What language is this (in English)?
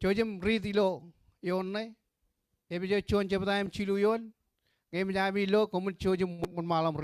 Marshallese